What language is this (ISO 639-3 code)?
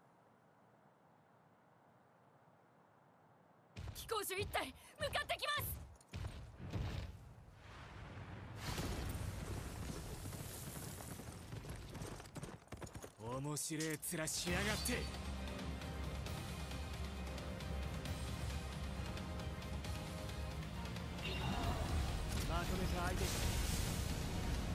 jpn